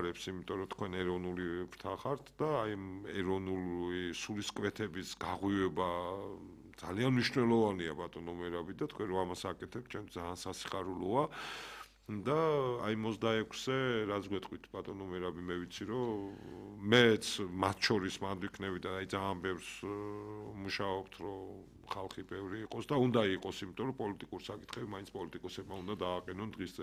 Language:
Georgian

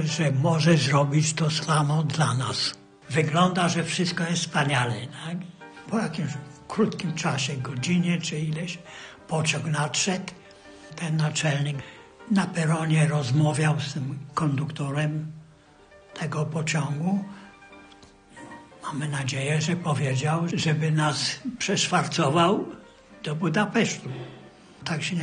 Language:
Polish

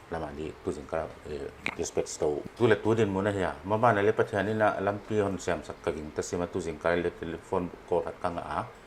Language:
Paite Chin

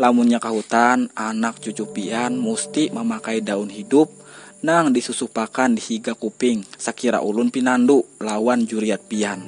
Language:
Banjar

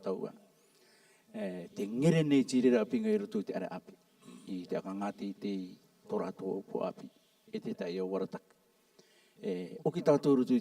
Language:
Rarotongan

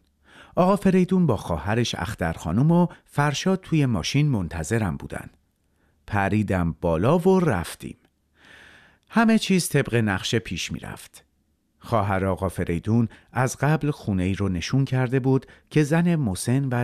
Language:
Persian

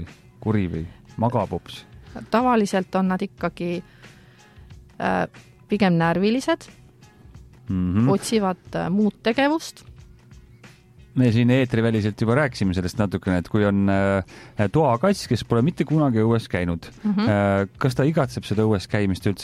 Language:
Estonian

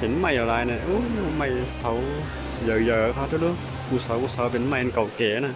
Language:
Shan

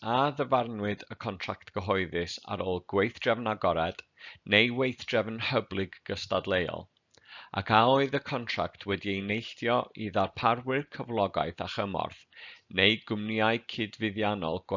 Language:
Welsh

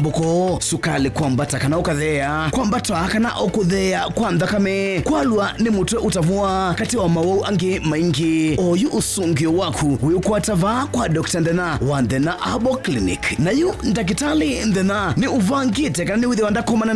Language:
Kamba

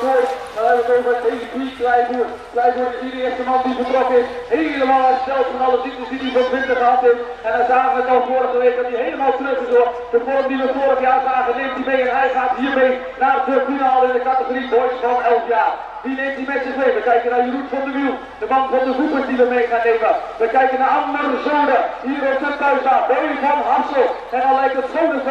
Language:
Dutch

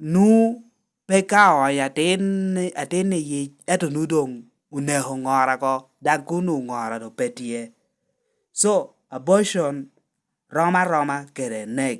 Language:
Lango (Uganda)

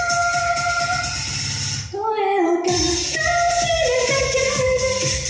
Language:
Japanese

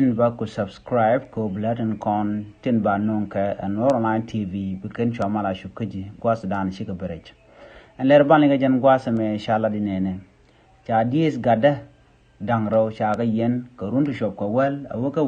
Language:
Nuer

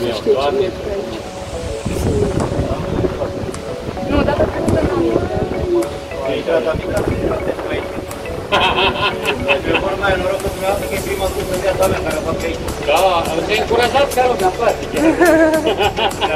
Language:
Romanian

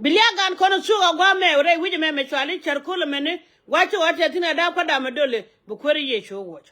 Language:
Nuer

